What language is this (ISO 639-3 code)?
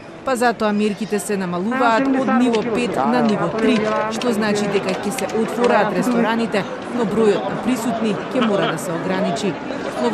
mkd